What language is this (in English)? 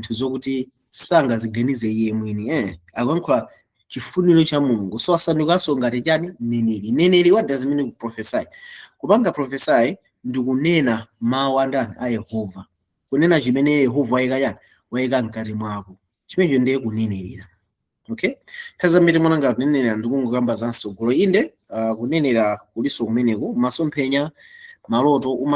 Nyanja